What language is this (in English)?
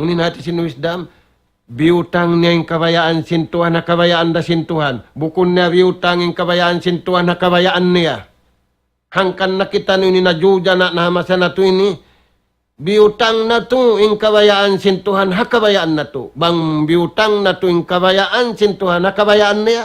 Tausug